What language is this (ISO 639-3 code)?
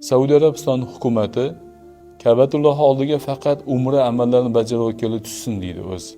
uzb